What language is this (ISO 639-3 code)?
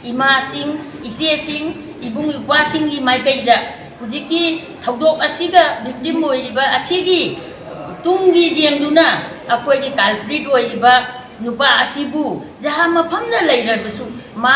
mni